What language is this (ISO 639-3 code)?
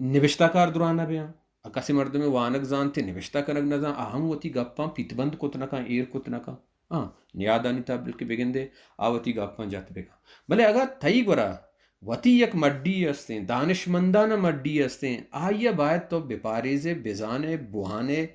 bal